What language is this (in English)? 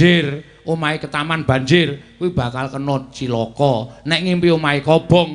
Javanese